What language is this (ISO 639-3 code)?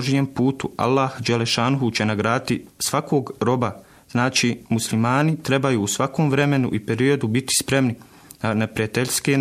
bos